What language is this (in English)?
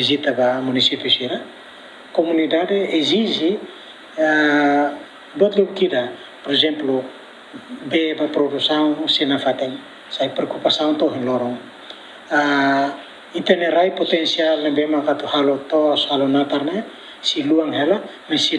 Tetum